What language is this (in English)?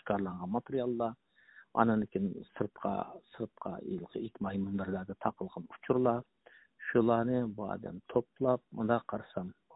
Uyghur